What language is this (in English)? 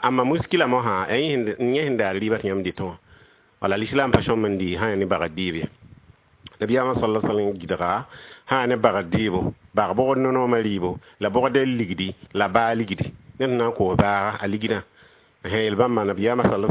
Mossi